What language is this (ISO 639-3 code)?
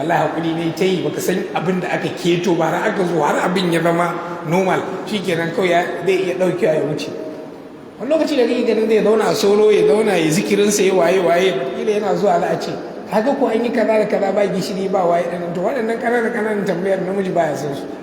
hau